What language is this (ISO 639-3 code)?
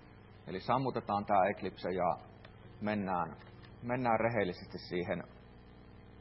fin